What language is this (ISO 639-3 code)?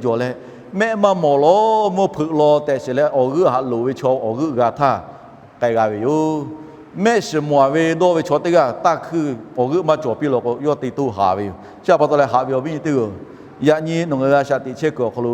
lhu